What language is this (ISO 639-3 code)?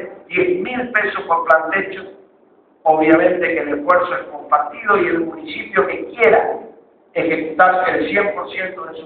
spa